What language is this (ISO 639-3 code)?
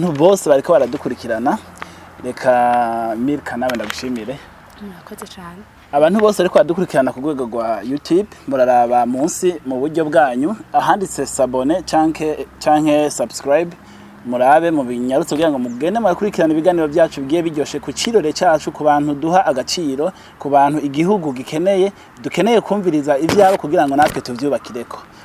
run